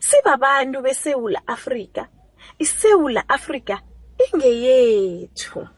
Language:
South Ndebele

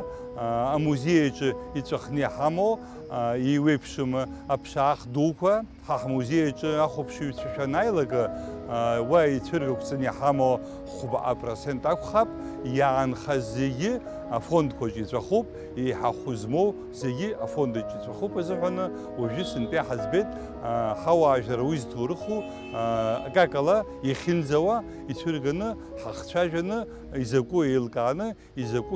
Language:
Abkhazian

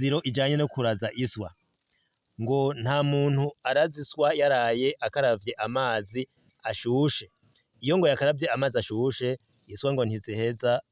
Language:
Rundi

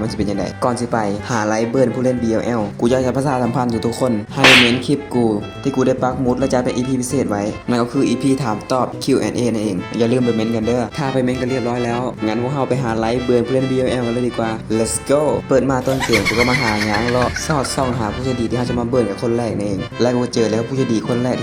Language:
Lao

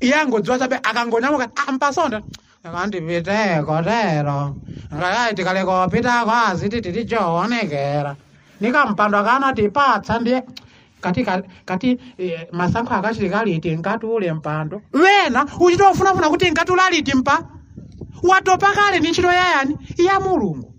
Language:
Nyanja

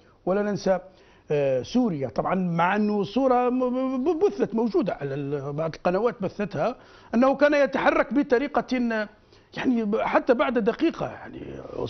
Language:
Arabic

